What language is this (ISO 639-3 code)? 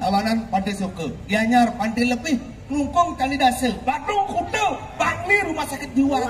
ban